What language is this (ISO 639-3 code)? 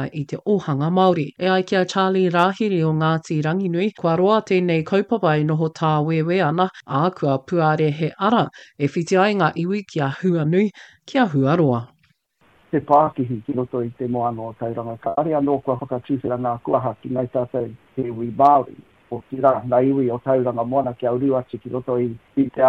mri